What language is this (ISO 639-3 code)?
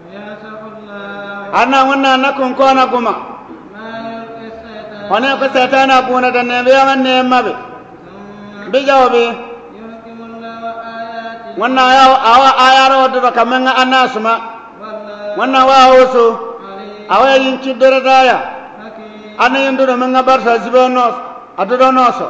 bib